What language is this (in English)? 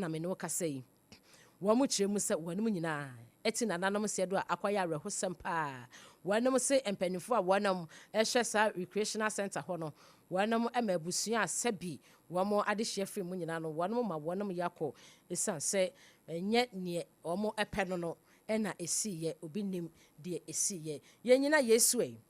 Akan